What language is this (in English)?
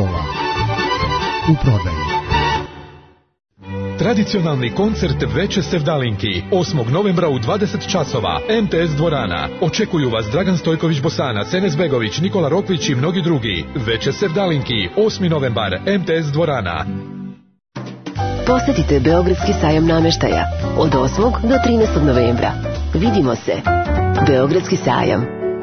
Serbian